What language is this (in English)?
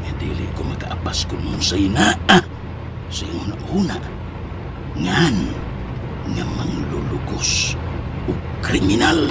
Cebuano